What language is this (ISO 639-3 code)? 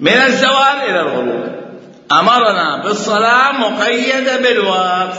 acm